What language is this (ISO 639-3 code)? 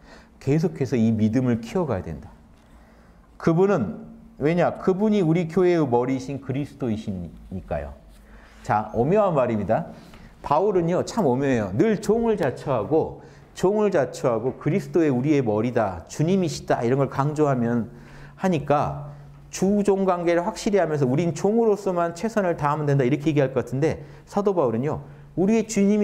kor